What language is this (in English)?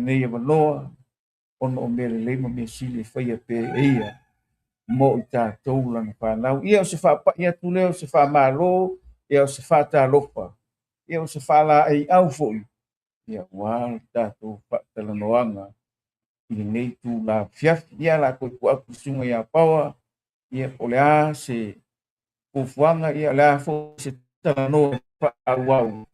Samoan